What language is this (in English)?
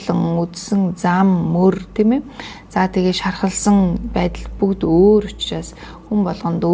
Mongolian